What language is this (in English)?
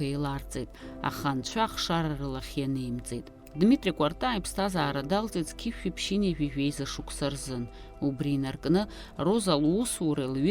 Abkhazian